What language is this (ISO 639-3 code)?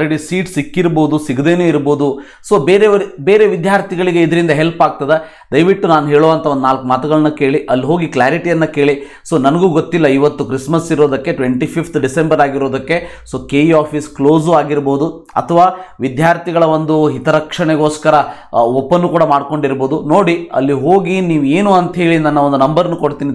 kan